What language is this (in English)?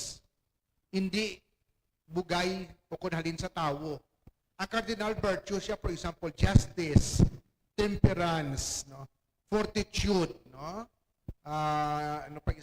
Hiligaynon